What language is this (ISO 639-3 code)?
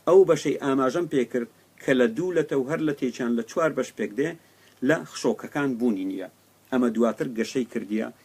ckb